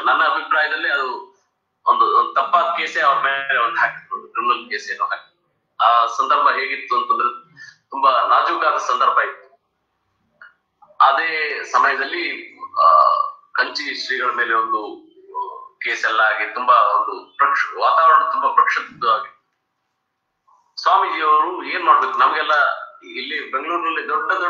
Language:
Kannada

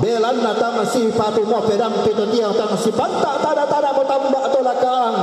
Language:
Toraja-Sa'dan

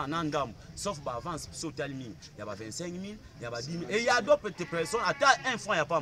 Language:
Lingala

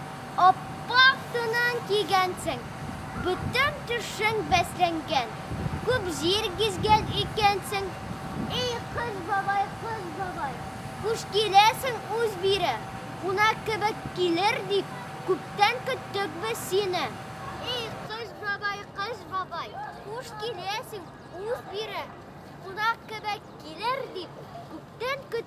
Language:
Tatar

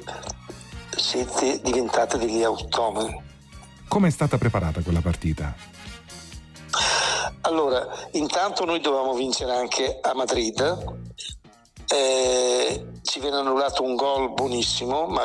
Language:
Italian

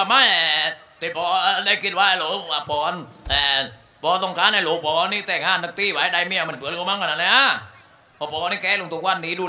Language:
Thai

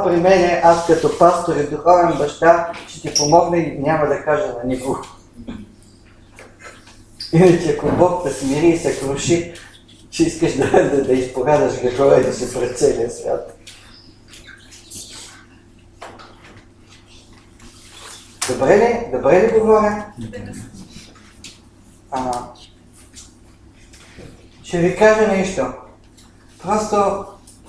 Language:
Bulgarian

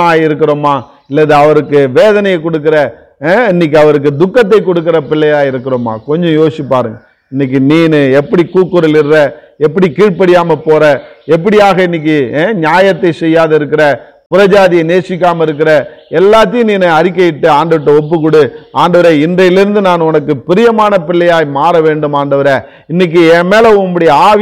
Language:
Tamil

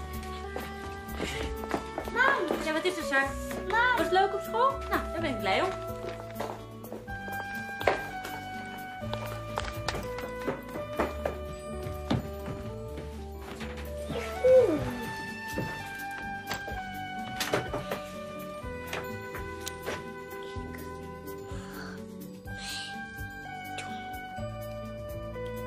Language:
Dutch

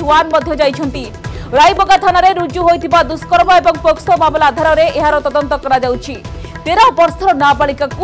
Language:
Odia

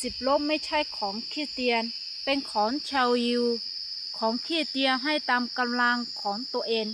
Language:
Akha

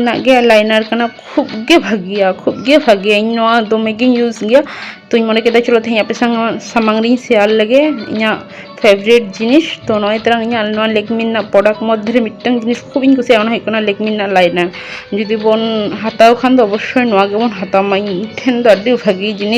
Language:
Santali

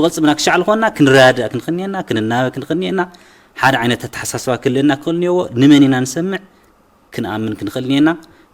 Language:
Tigrinya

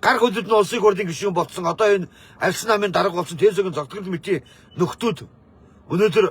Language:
Mongolian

